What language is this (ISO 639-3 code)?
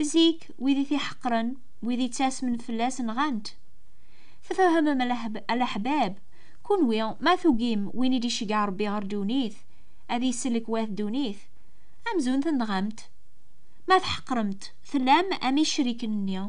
kab